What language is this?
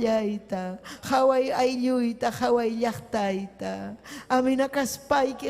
Ayacucho Quechua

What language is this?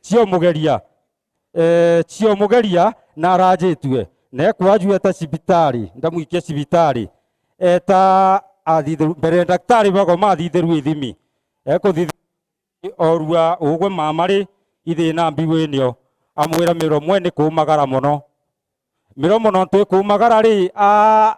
Meru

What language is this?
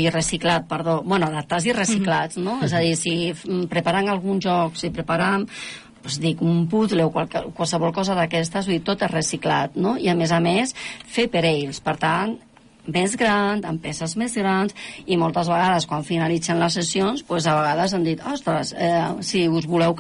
Catalan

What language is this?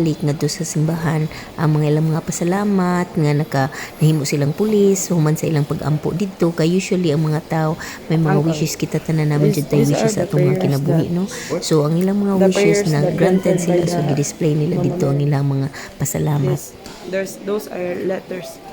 Cebuano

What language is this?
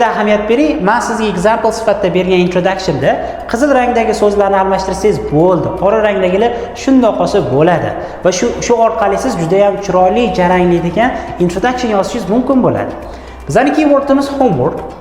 Uzbek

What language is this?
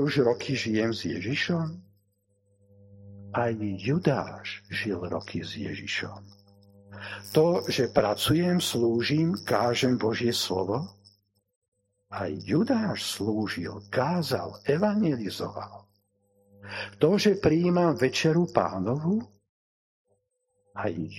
Slovak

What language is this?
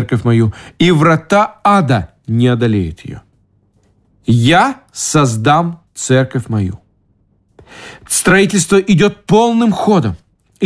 Russian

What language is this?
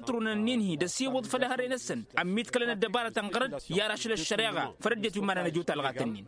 Tamasheq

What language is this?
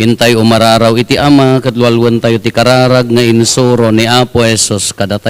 Iloko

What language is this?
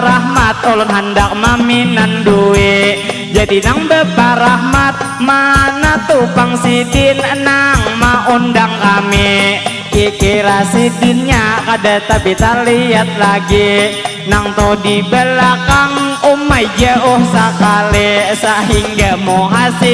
Banjar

